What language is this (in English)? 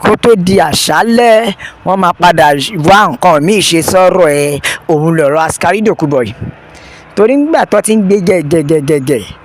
Yoruba